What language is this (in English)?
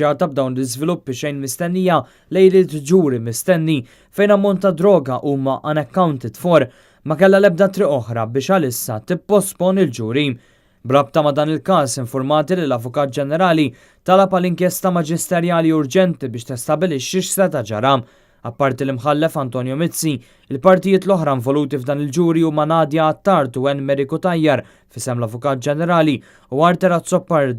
Maltese